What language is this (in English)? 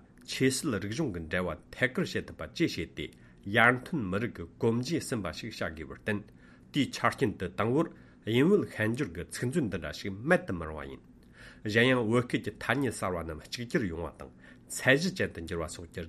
Tibetan